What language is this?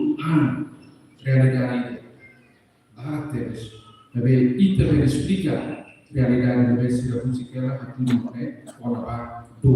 Tetum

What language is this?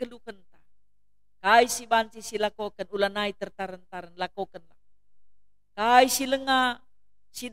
Batak Karo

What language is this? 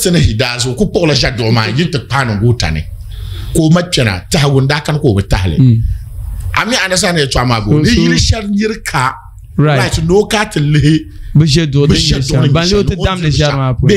Dagbani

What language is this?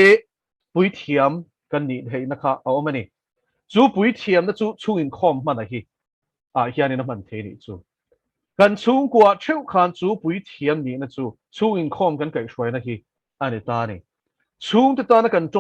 Mizo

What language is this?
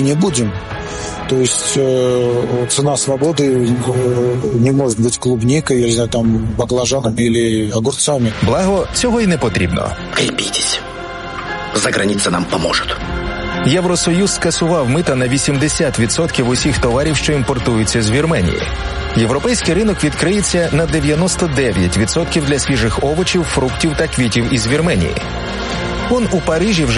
Ukrainian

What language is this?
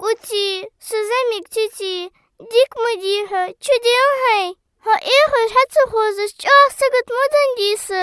Ingush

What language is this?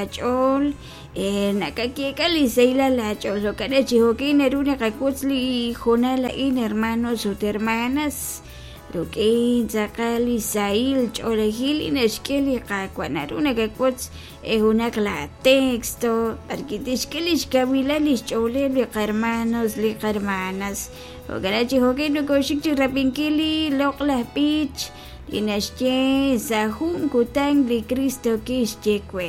Kekchí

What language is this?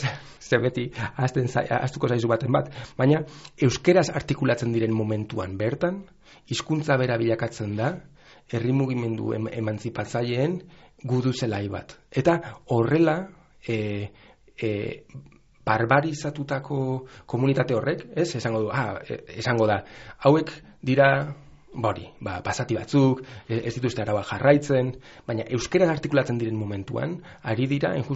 Basque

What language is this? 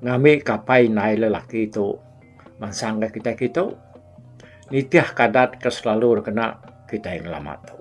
Iban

